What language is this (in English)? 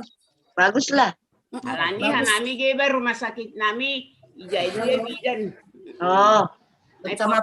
Batak Simalungun